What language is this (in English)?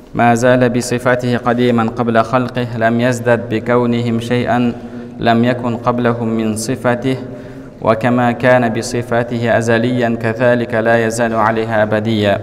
Kazakh